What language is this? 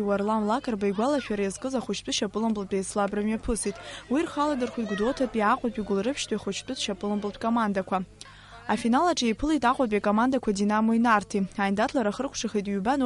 Abkhazian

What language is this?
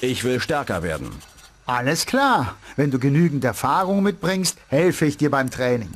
Bavarian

